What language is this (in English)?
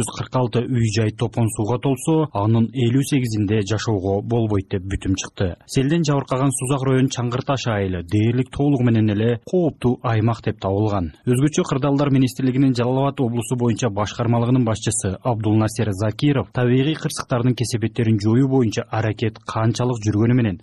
Kyrgyz